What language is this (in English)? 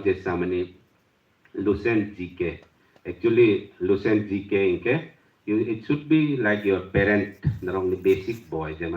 Kok Borok